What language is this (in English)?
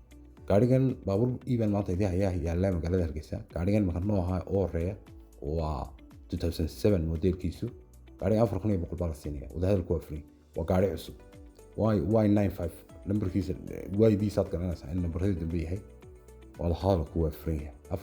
Somali